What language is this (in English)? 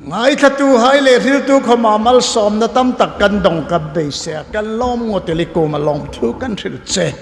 Hmar